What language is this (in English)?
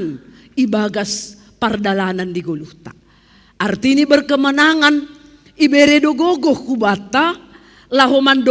Batak Simalungun